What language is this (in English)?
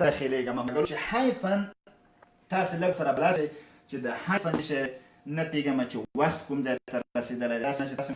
Pashto